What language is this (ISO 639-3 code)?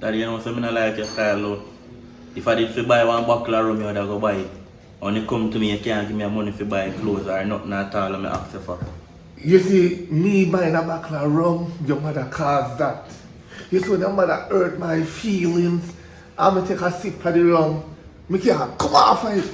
jam